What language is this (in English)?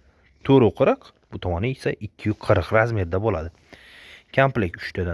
Uzbek